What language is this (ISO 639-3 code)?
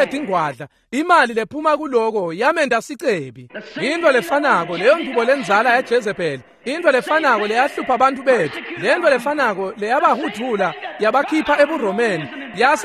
ssw